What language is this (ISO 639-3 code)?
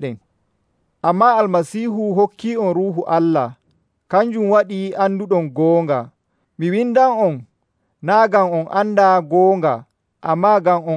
fuv